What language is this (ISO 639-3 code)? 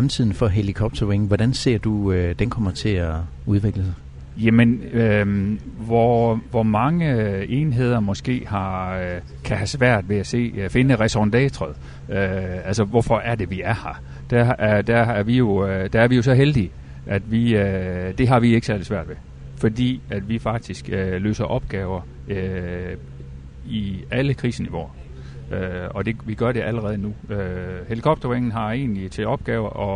dan